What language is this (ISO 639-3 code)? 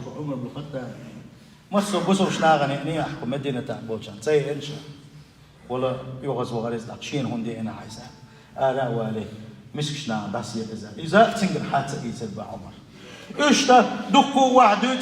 che